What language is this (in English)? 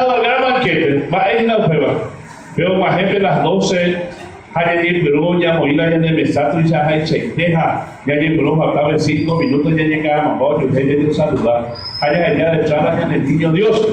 Guarani